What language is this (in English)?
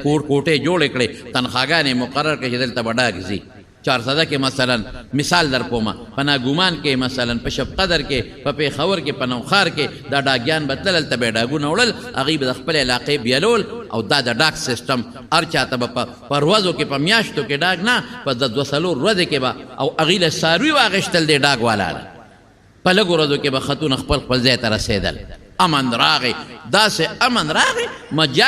Pashto